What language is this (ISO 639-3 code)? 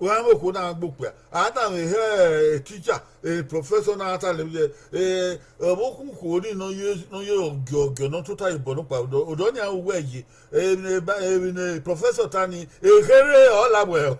bin